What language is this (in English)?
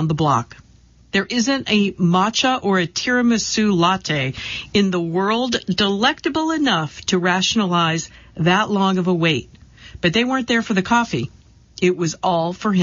English